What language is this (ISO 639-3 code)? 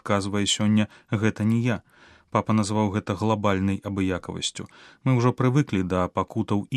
bel